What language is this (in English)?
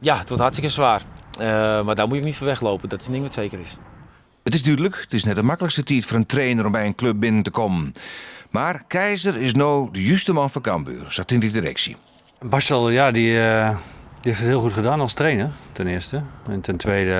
Western Frisian